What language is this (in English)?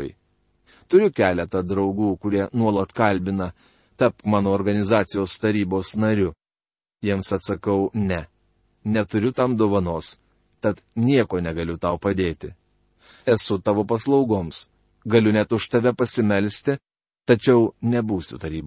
Lithuanian